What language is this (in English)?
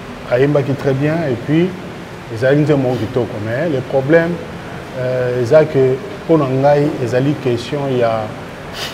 Lingala